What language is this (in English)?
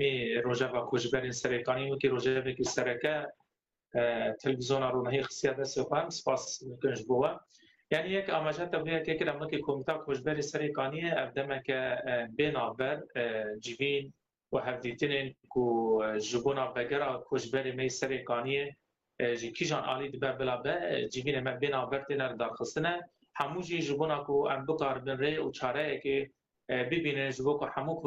Kurdish